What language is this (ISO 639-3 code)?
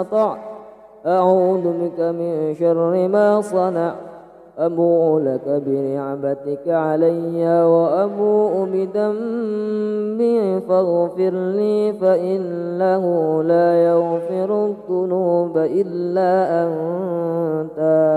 ara